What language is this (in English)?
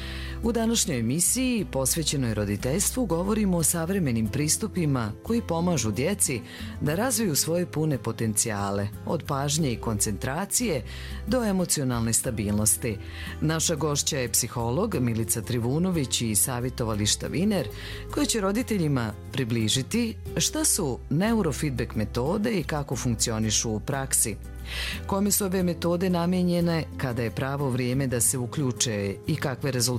Croatian